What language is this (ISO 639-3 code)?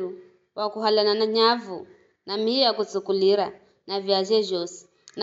nyf